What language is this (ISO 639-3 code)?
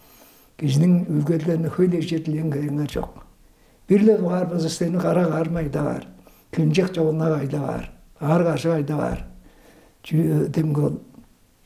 tyv